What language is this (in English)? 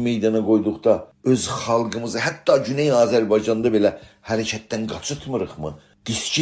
South Azerbaijani